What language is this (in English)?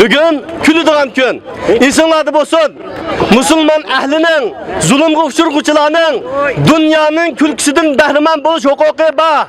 Uyghur